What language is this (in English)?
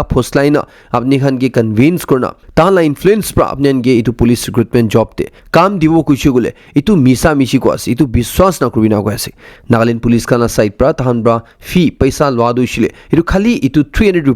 Naga Pidgin